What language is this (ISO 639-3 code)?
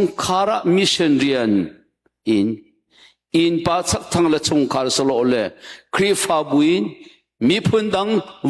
cnh